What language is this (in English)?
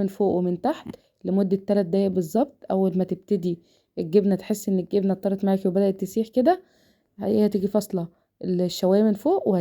Egyptian Arabic